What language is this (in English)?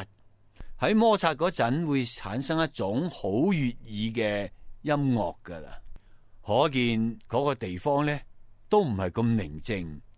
Cantonese